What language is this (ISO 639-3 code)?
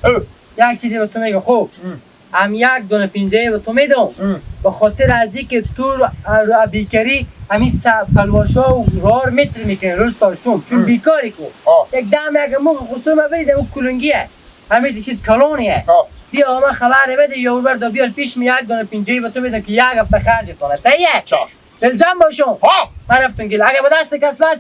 haz